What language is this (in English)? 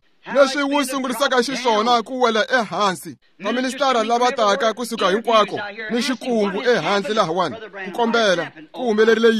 Tsonga